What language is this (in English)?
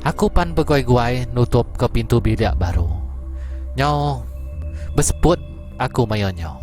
Iban